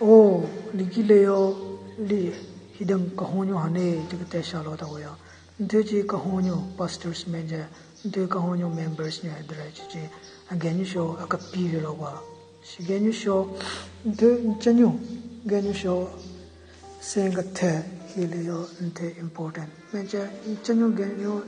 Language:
Southern Rengma Naga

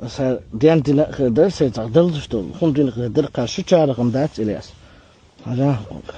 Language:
Chechen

